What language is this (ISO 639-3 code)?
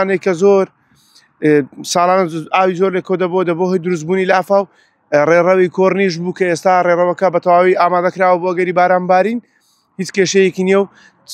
ckb